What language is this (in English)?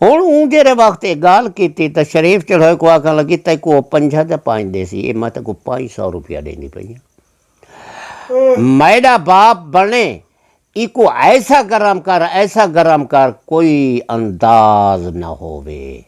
Saraiki